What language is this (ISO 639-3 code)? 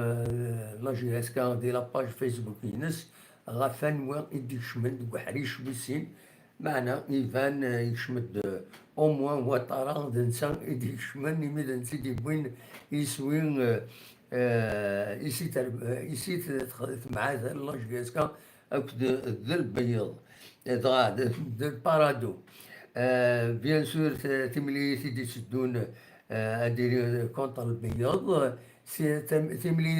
kab